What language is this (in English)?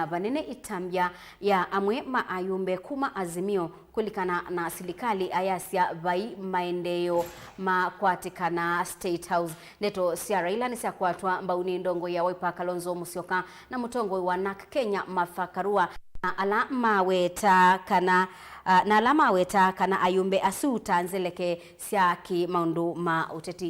Kamba